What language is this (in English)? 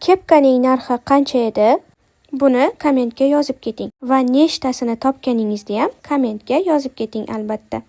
Uzbek